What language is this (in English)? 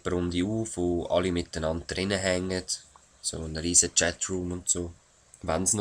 Swiss German